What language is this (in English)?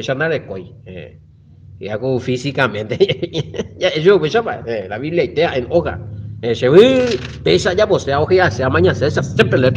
Guarani